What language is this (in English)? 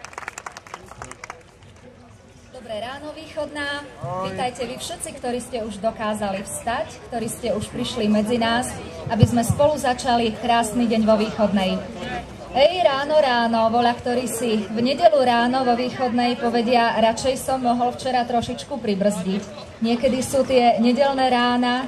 Slovak